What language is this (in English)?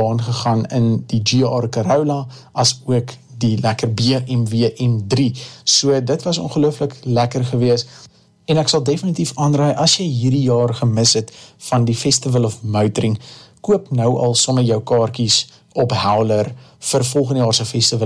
Afrikaans